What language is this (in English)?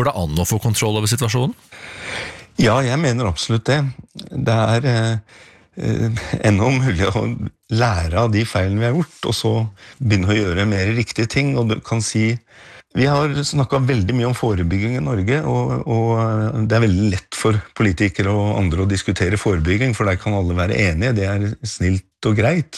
Norwegian